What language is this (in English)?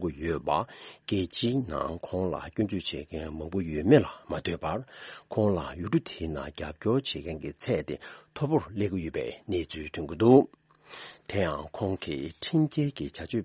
Tibetan